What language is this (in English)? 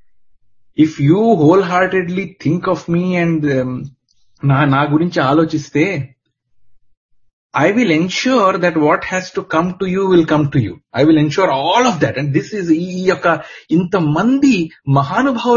Telugu